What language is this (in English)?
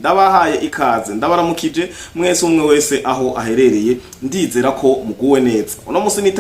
Rundi